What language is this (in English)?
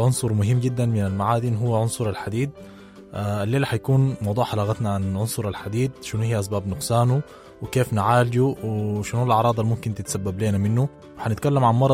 Sudanese Arabic